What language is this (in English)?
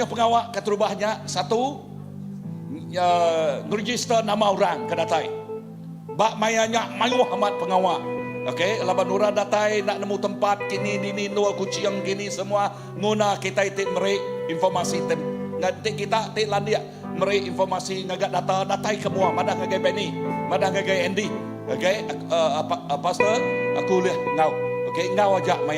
Iban